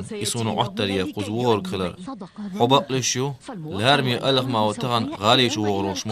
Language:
Chechen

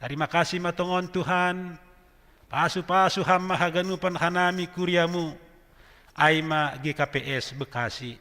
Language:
Batak Simalungun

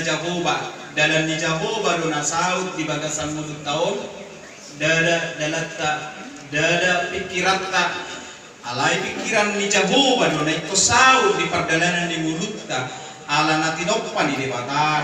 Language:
Batak Toba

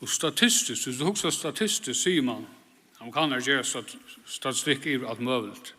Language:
Faroese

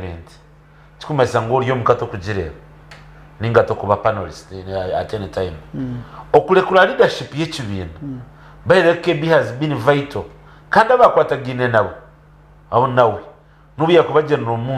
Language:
Nyankole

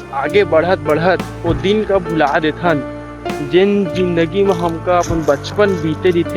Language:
Chhattisgarhi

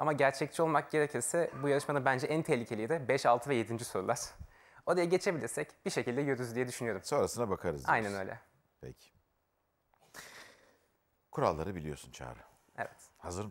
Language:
Turkish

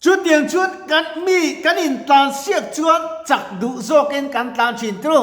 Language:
Mizo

